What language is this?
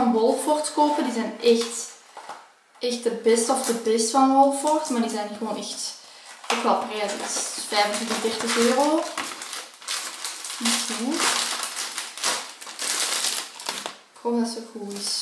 Dutch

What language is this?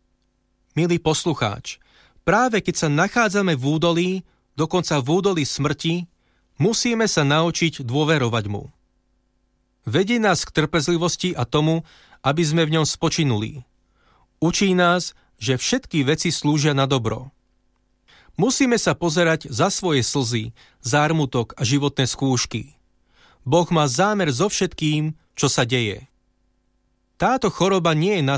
Slovak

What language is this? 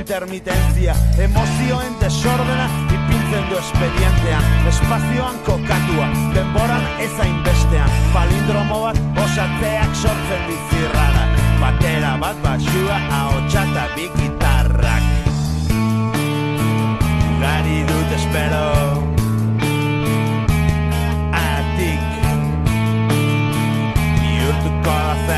Basque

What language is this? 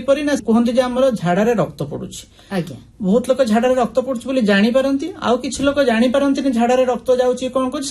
Odia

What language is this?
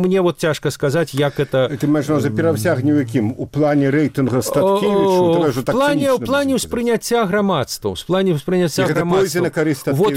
Belarusian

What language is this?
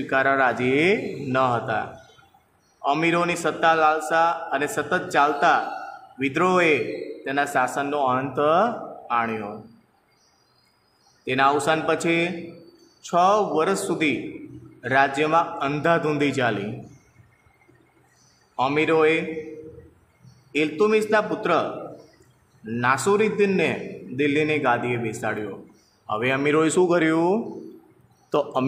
Gujarati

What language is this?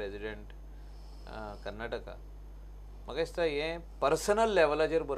Konkani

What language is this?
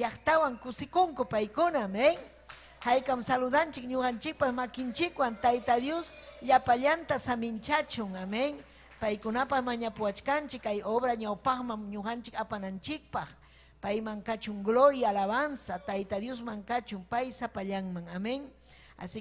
Ayacucho Quechua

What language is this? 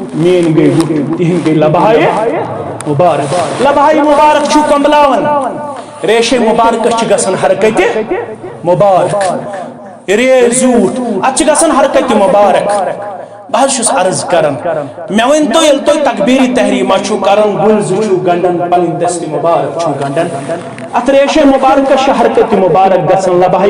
Kashmiri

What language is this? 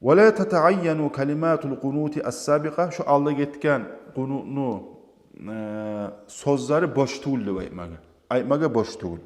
Kumyk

